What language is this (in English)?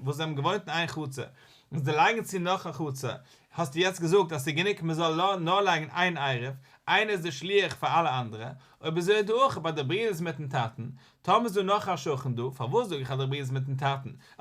Yiddish